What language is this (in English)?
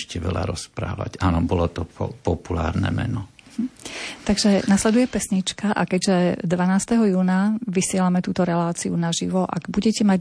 Slovak